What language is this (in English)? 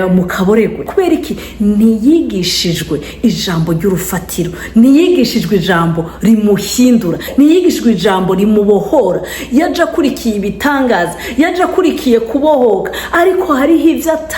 Rundi